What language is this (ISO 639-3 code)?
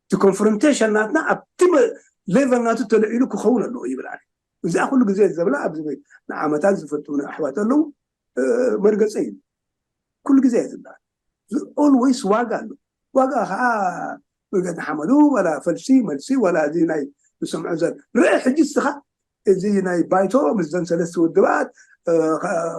tir